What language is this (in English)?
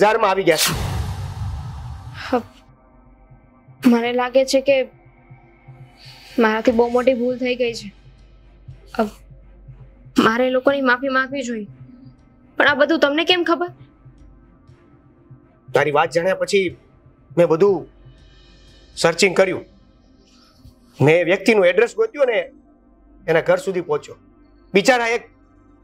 Gujarati